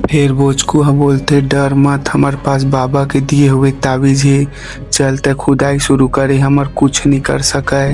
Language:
Chhattisgarhi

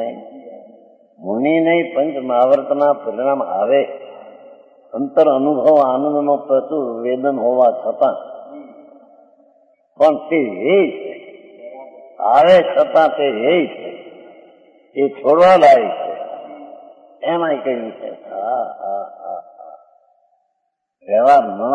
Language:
Gujarati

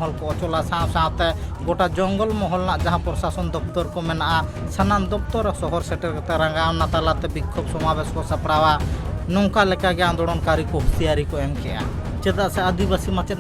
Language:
Santali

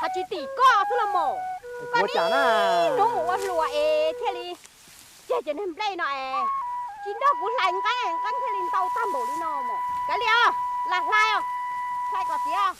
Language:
Hmong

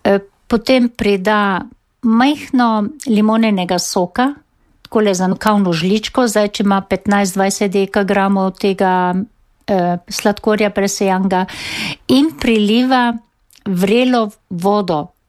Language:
Slovenian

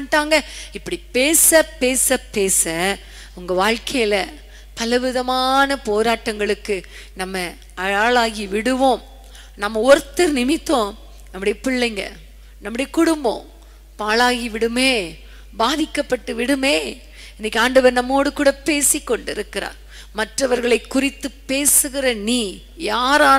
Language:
Tamil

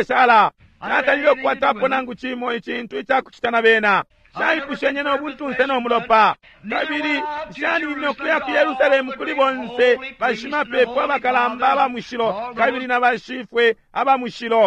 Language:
Bemba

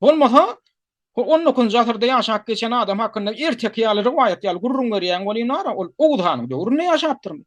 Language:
Turkmen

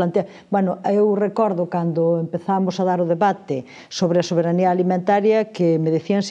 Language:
Galician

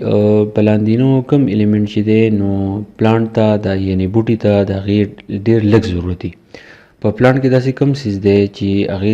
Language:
Pashto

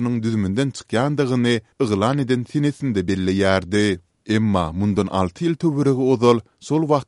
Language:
Turkmen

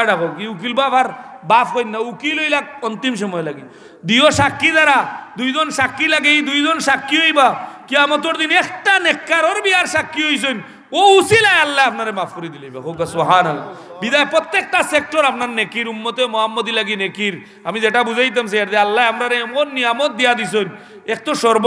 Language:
Sylheti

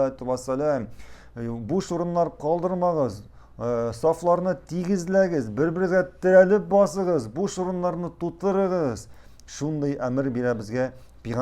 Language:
Tatar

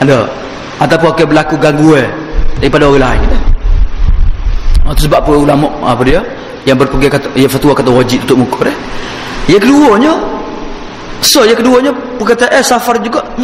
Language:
Malay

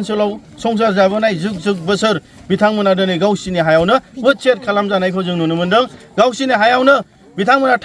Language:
Bodo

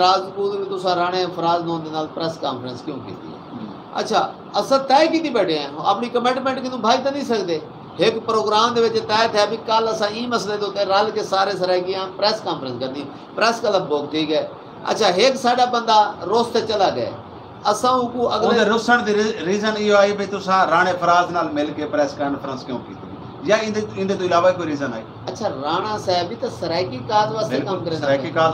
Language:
Saraiki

